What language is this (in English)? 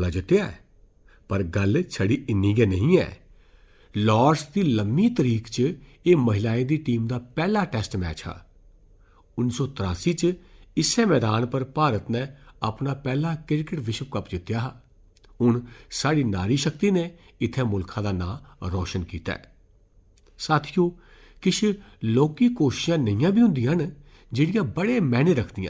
Dogri